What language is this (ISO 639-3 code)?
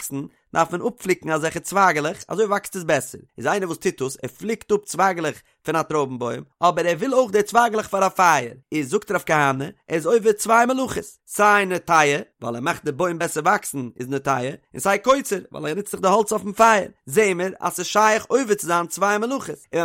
yid